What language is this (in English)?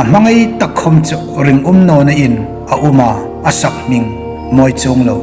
Hmar